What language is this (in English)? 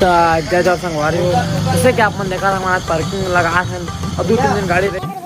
Chhattisgarhi